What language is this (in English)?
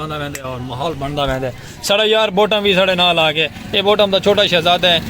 Saraiki